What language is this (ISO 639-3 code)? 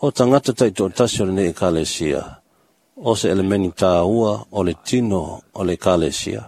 smo